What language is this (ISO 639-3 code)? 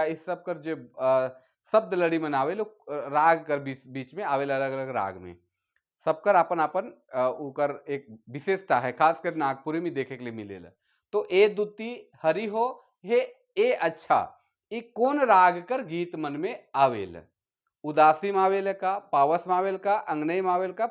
sck